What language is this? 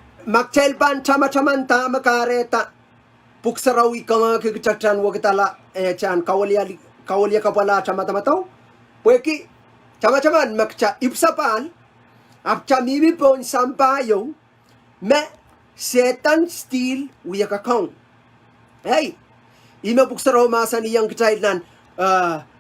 Pohnpeian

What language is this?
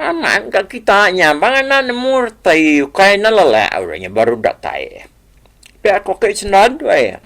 Iban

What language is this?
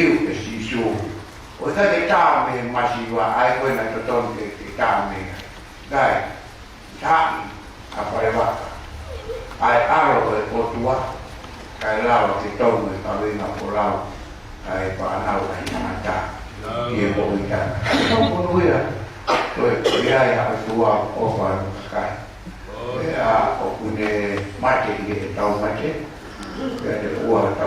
Tongan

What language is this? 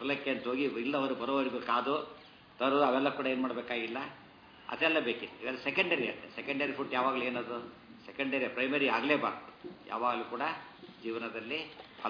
Kannada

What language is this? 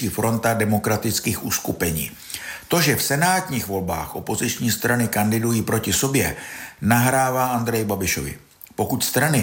Czech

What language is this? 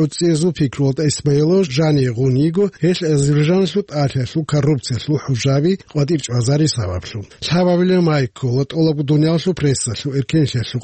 Avaric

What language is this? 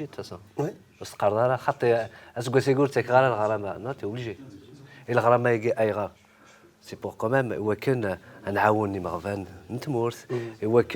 Kabyle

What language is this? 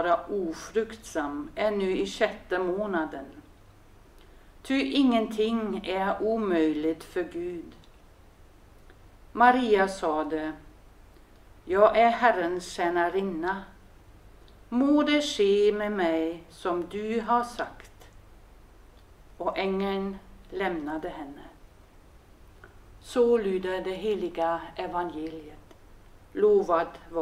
Swedish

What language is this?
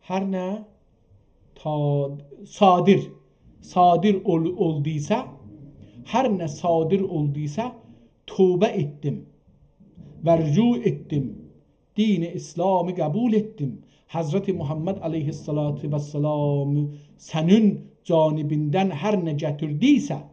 South Azerbaijani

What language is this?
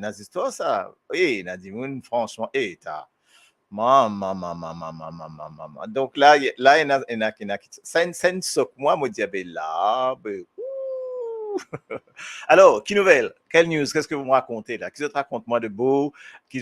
Morisyen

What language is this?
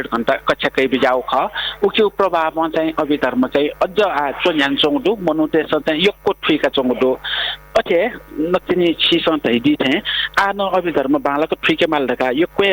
Newari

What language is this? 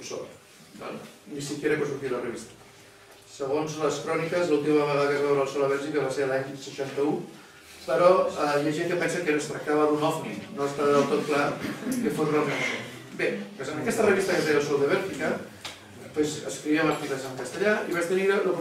Catalan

